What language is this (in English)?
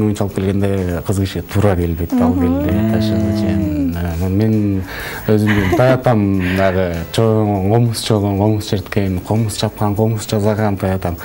Kyrgyz